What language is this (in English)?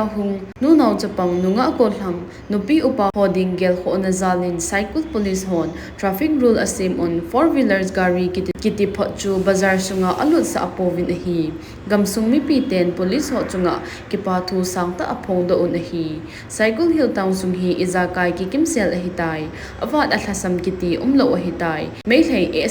Thado Chin